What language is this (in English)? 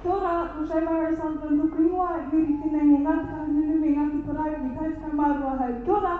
Māori